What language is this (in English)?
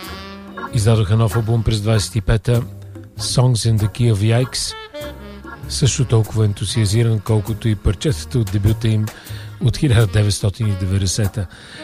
Bulgarian